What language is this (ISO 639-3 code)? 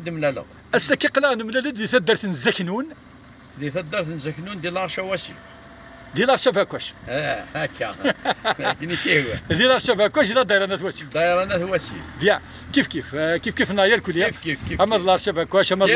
kab